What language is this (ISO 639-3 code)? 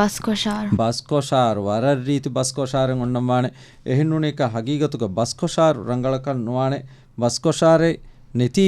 div